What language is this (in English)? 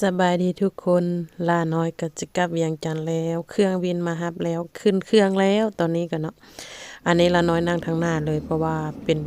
Lao